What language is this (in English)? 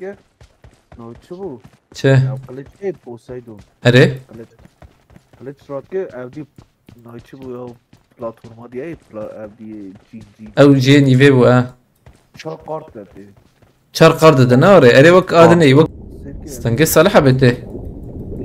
Kurdish